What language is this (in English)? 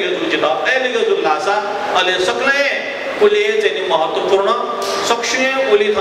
Newari